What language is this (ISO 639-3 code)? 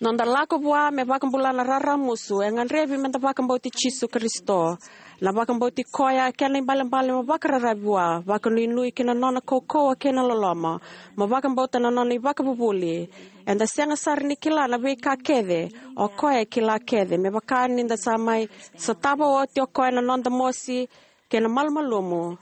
fij